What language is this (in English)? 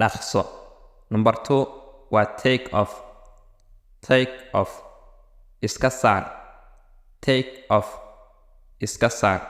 Somali